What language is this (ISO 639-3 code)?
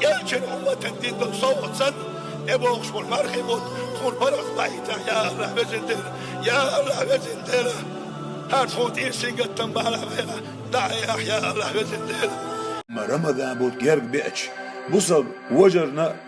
che